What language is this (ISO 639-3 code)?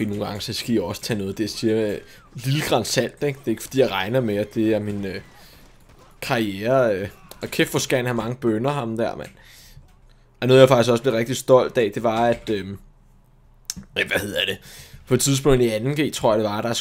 dan